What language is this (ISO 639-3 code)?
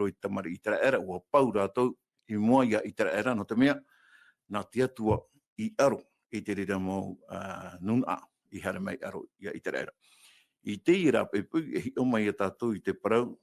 tah